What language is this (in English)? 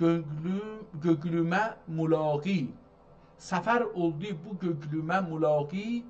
South Azerbaijani